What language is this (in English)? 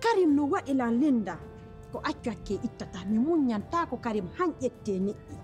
Pular